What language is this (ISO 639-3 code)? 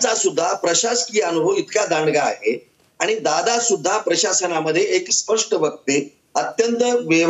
mar